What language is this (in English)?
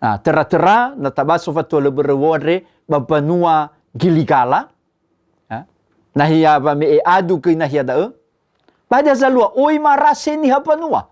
Nias